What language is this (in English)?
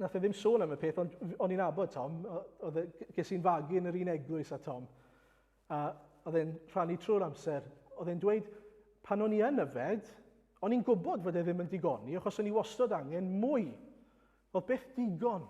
Welsh